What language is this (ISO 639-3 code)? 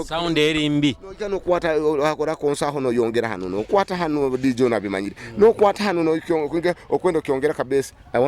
nyo